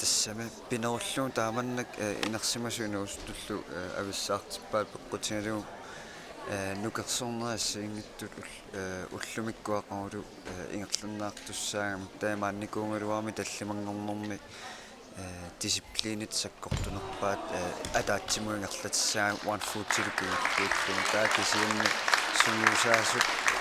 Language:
Kalaallisut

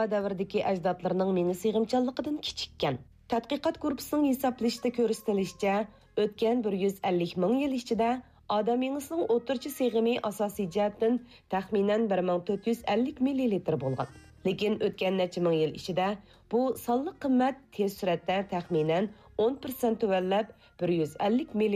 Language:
Uyghur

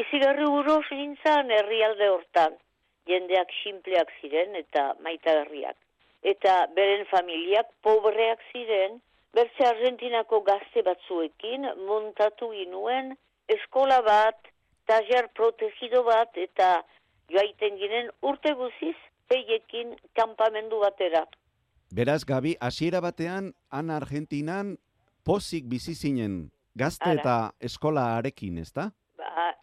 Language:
Basque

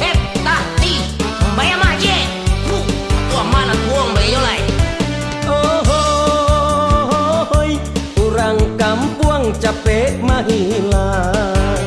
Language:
Minangkabau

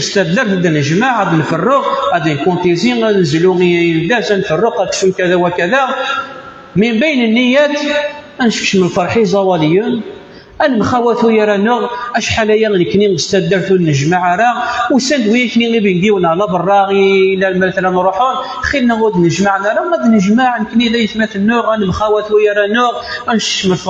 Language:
Kabyle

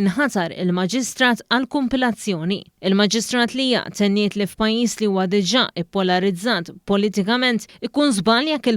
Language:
Maltese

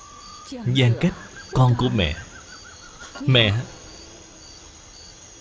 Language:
Vietnamese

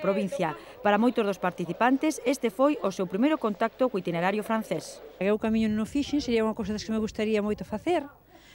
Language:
Galician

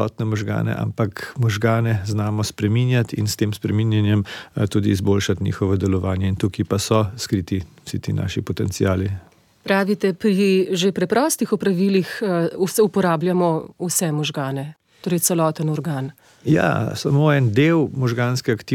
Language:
Slovenian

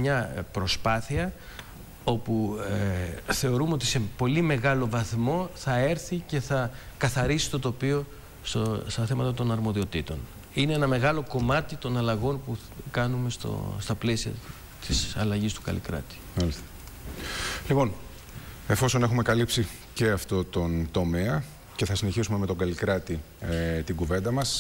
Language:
Greek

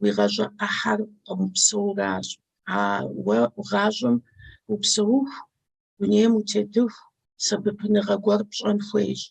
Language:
Kabardian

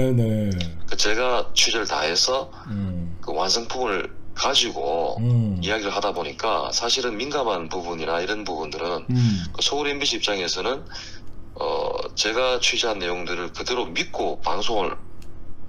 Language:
Korean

